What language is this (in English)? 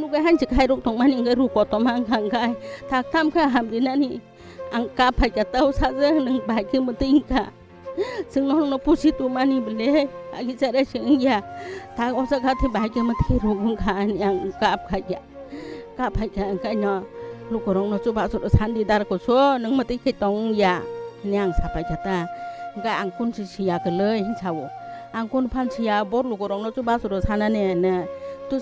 Kok Borok